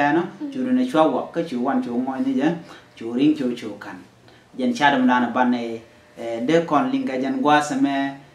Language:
Nuer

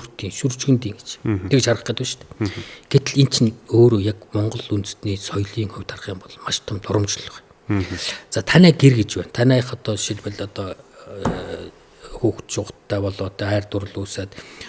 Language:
Mongolian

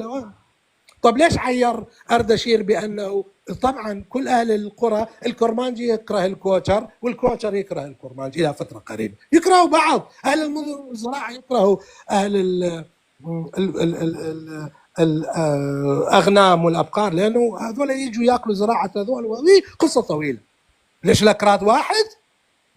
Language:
North Levantine Arabic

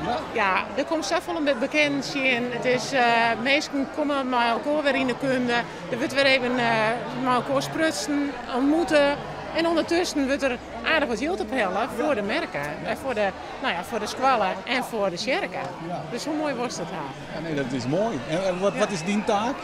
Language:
Western Frisian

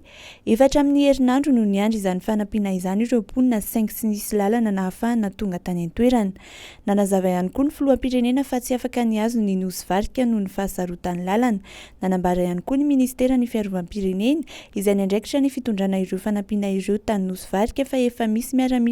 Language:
Malagasy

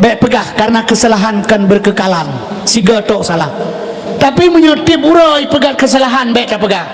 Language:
Achinese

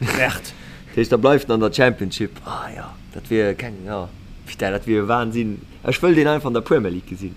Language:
Luxembourgish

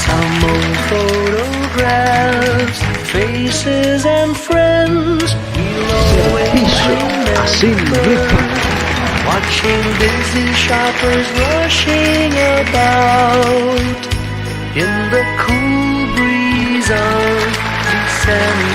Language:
Bikol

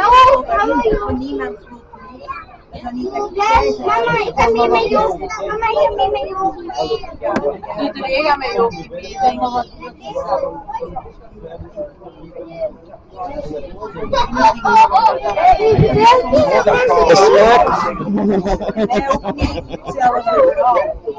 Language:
Dutch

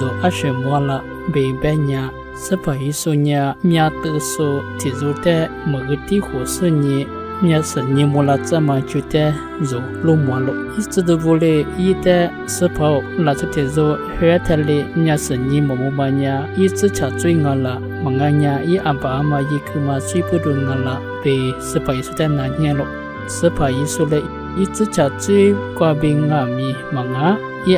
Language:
Lisu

